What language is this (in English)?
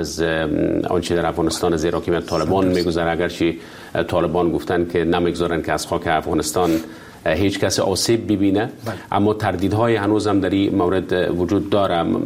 Persian